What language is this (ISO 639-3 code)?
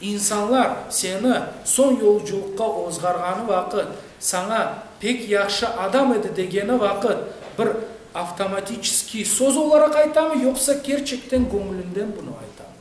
crh